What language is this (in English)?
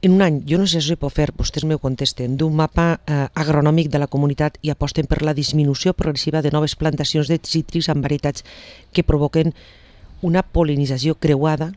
Catalan